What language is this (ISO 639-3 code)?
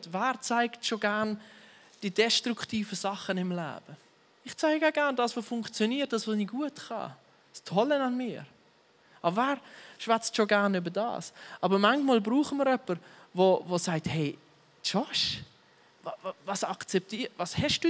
gsw